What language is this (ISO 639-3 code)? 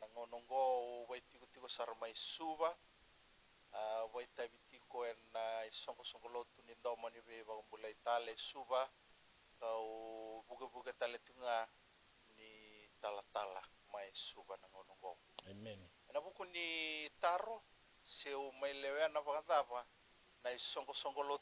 fij